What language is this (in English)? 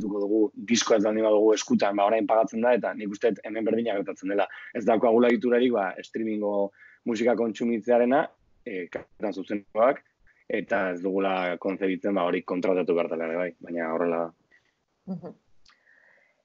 Basque